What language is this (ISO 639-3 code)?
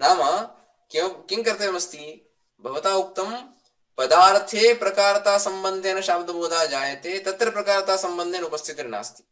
san